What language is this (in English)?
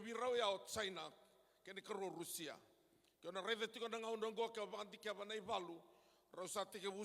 Fijian